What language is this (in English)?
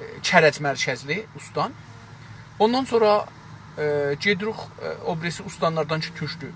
South Azerbaijani